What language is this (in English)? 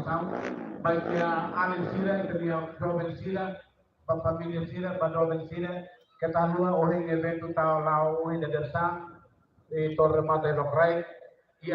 Tetum